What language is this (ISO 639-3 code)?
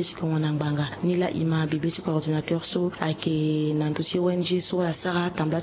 sag